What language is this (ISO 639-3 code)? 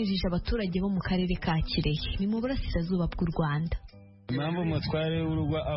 kin